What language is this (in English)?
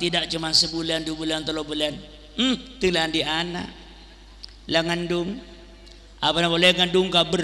Madurese